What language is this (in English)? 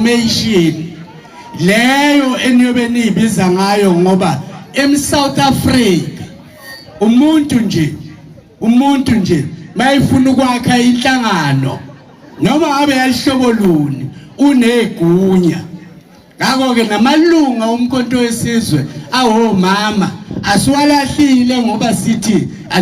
Zulu